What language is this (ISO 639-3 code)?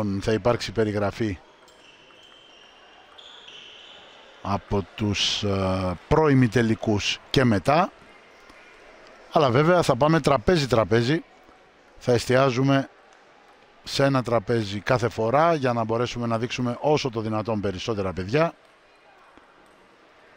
ell